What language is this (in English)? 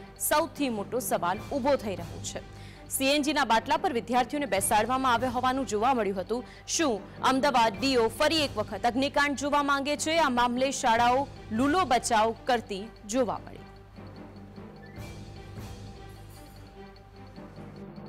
Gujarati